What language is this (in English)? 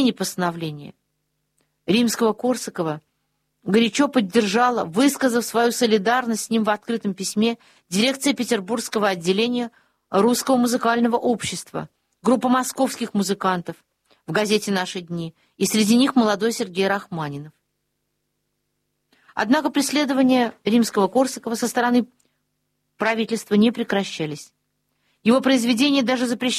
Russian